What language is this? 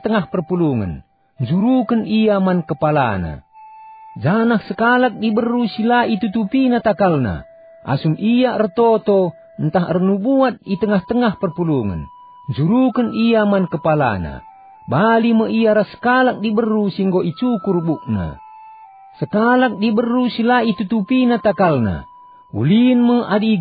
Batak Karo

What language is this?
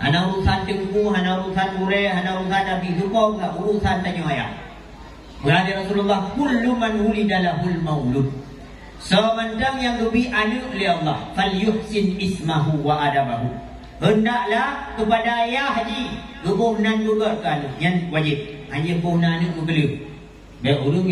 Achinese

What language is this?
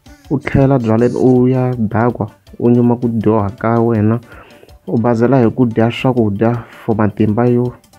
Tsonga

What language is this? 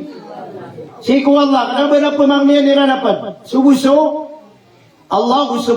Maranao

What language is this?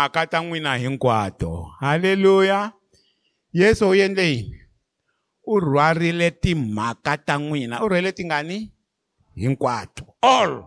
Tsonga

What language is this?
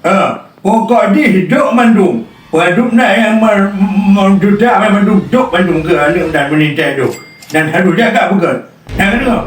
Achinese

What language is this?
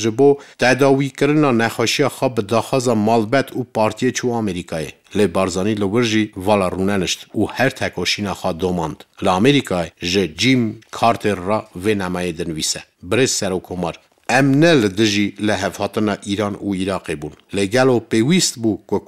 Kurdish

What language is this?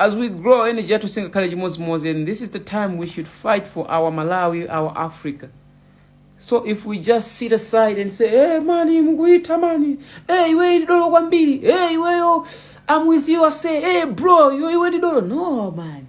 Nyanja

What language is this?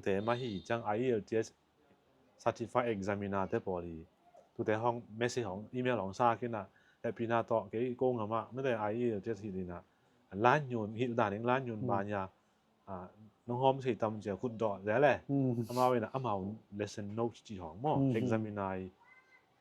Tedim Chin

